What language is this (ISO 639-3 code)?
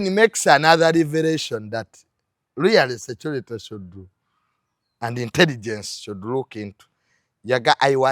lug